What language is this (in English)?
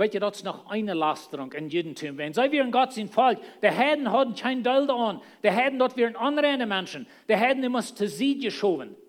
Plautdietsch